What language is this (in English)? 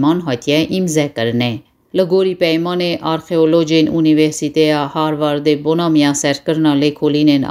Kurdish